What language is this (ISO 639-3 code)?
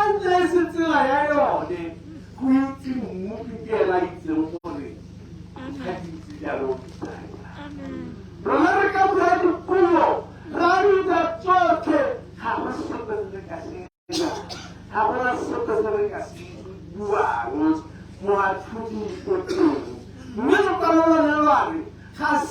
tsn